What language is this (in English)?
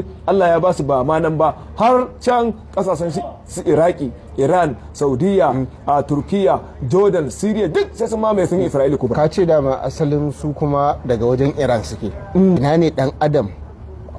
Hausa